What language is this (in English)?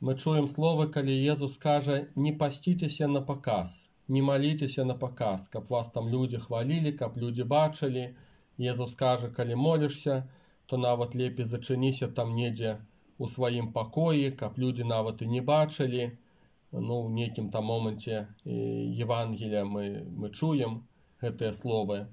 Belarusian